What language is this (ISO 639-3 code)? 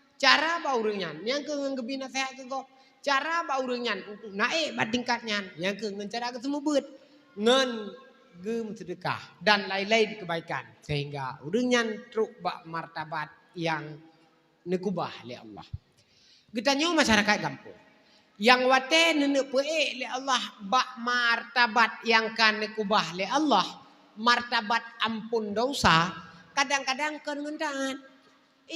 ace